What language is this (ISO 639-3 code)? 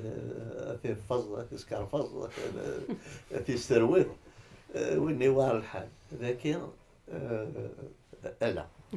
kab